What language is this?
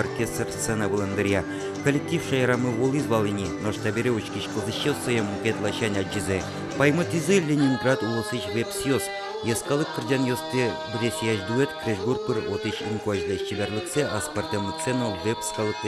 Udmurt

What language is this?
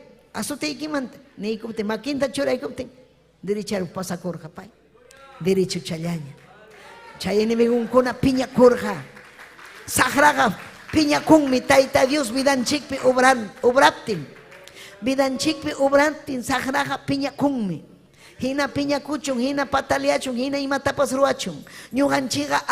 Ayacucho Quechua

